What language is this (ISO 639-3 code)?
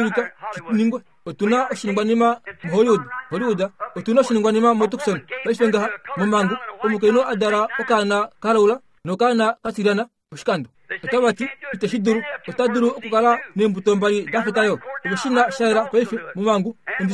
kua